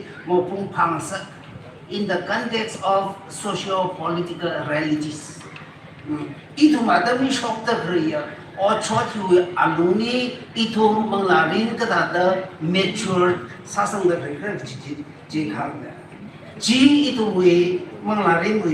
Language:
Tangkhul Naga (India)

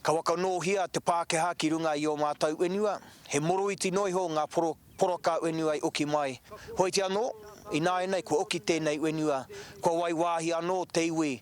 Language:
Māori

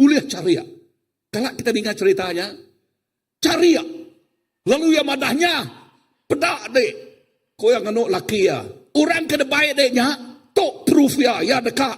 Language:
Iban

